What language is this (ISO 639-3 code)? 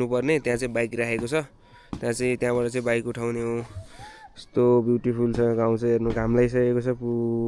nep